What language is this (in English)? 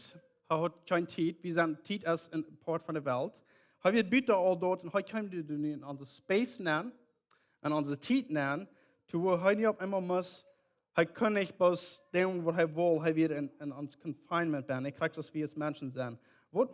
Plautdietsch